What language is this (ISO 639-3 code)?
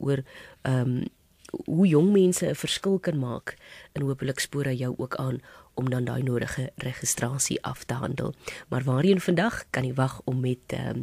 afr